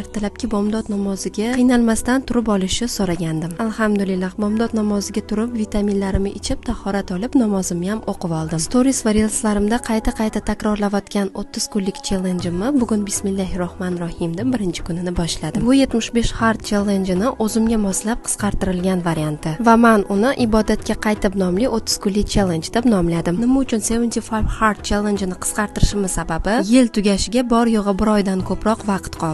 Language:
Uzbek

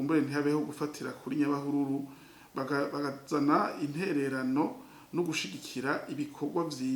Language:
Rundi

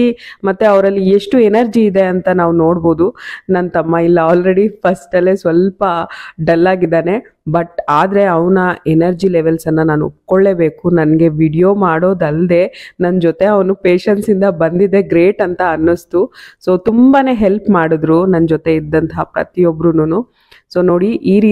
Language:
Kannada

